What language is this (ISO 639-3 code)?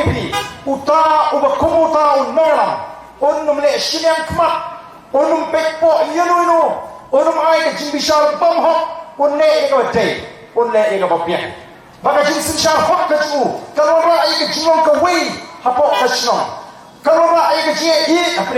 kha